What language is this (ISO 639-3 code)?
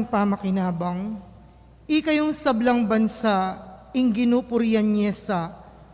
pam